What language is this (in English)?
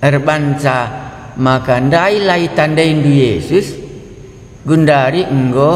Batak Karo